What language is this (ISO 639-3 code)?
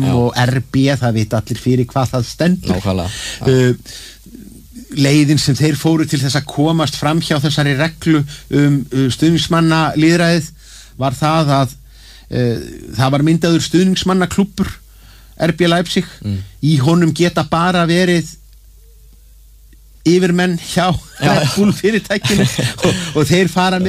isl